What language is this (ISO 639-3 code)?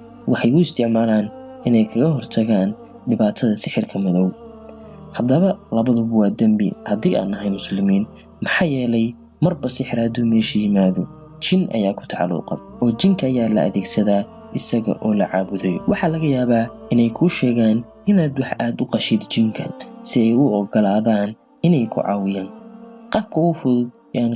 som